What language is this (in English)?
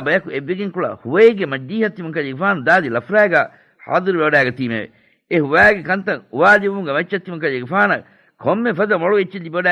Divehi